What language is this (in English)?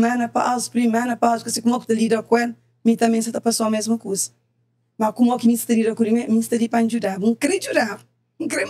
Kabuverdianu